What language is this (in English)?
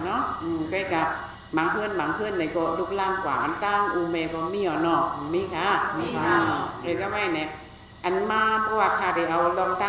Shan